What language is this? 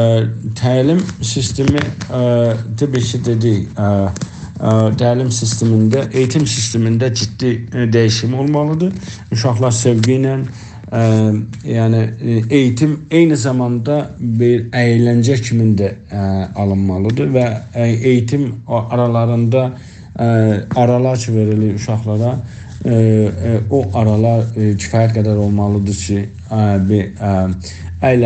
South Azerbaijani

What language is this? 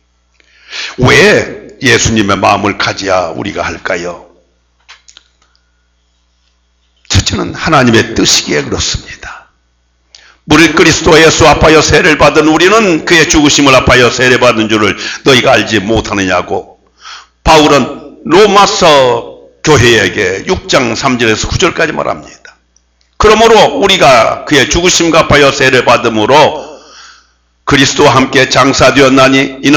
Korean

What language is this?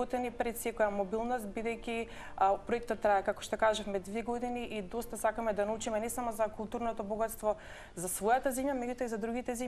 Macedonian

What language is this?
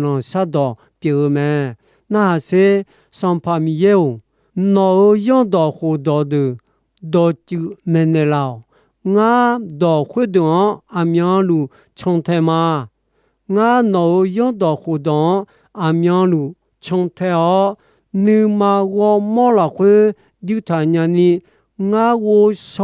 Akha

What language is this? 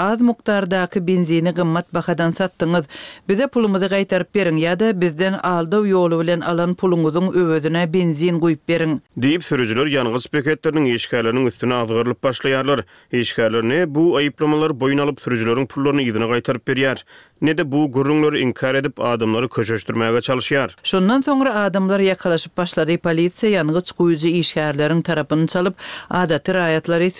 Turkmen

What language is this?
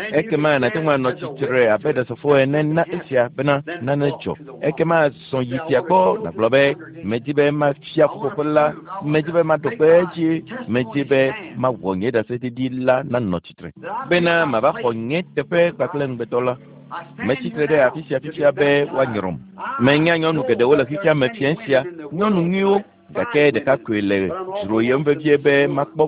Ewe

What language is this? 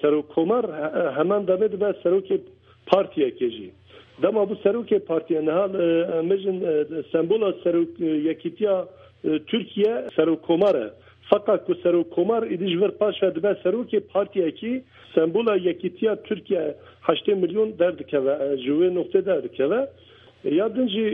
Kurdish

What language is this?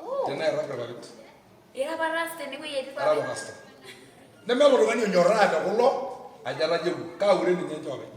Masai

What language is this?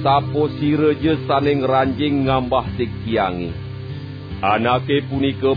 Balinese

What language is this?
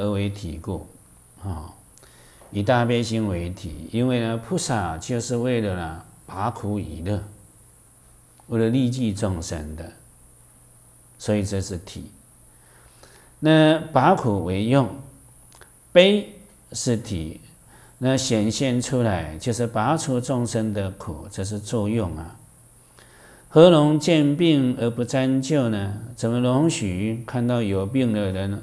Chinese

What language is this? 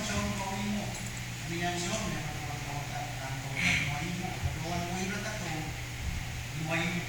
Pohnpeian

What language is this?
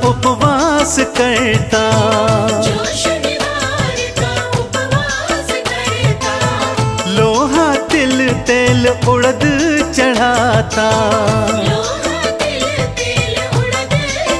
Hindi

